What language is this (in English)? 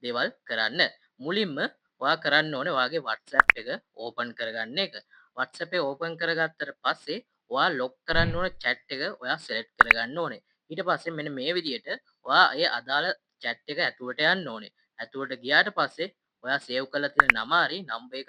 Sinhala